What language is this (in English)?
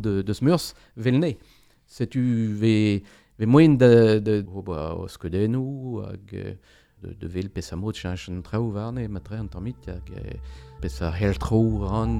Breton